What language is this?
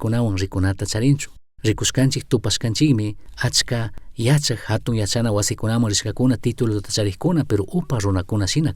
Chimborazo Highland Quichua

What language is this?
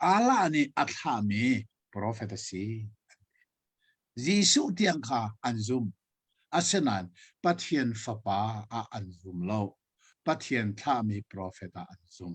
Hakha Chin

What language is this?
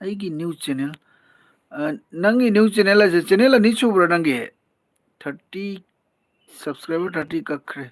Manipuri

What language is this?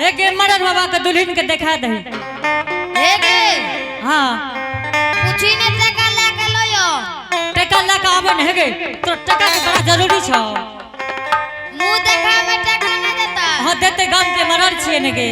Angika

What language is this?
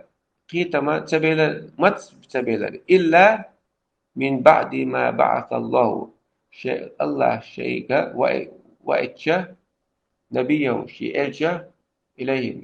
Chechen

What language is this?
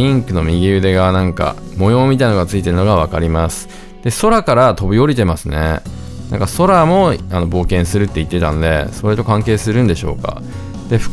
Japanese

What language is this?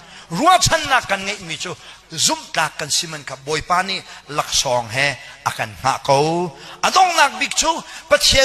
Hakha Chin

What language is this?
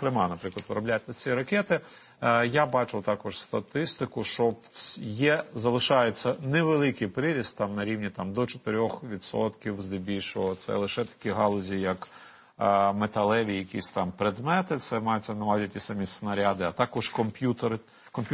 Ukrainian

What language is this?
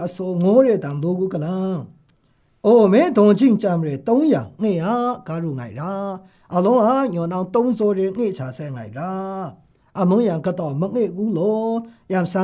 Maru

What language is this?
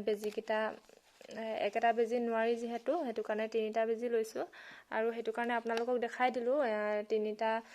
Assamese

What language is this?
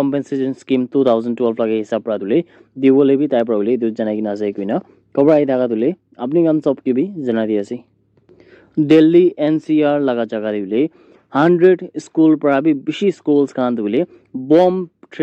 Naga Pidgin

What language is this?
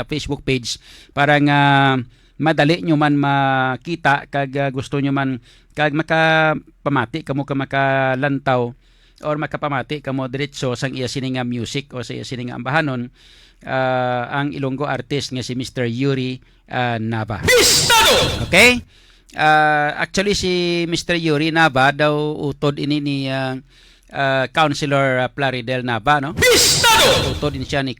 Hiligaynon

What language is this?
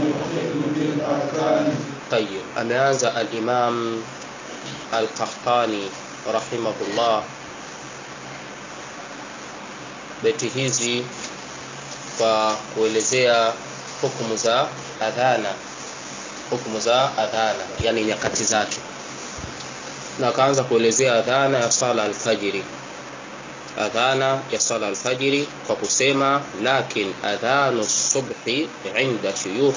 Swahili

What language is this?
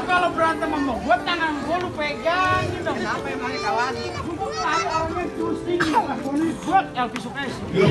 Betawi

